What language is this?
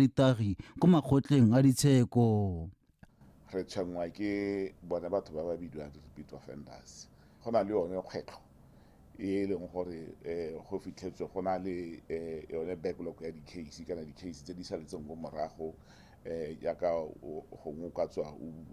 Tswana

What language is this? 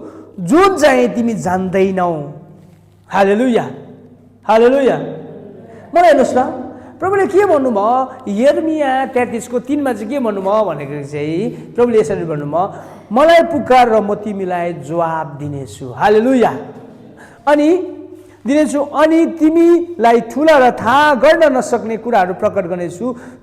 Nepali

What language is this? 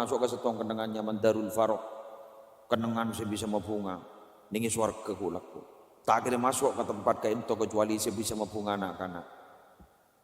Madurese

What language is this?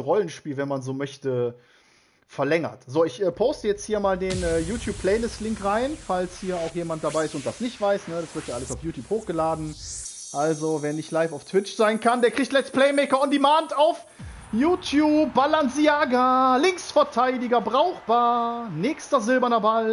German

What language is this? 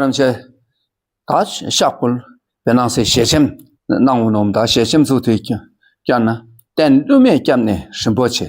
Dakpakha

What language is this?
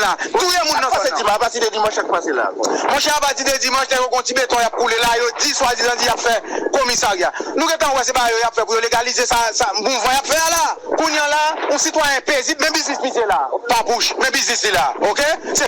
Haitian Creole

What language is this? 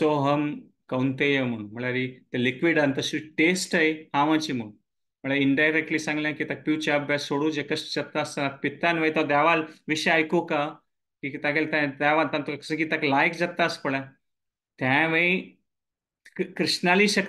Konkani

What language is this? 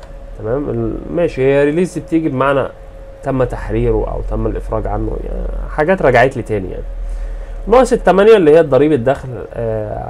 Egyptian Arabic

